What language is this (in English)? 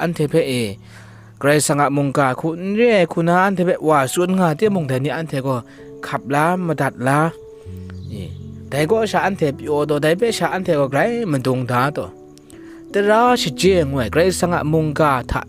Kachin